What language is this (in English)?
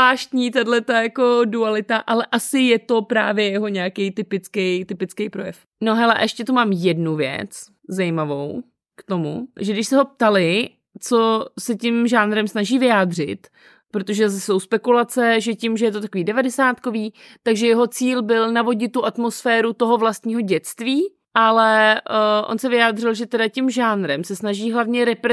Czech